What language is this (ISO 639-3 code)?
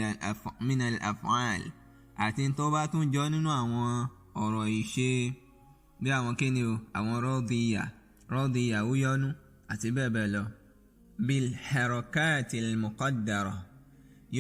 yor